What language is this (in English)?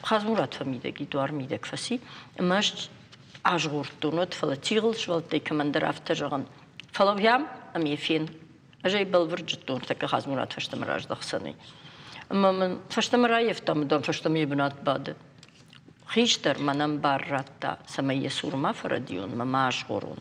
Ossetic